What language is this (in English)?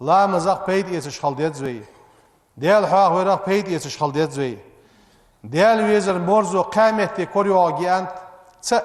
Ingush